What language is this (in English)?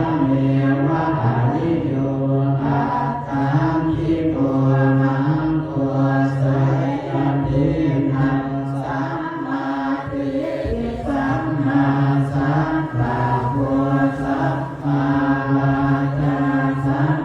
Pali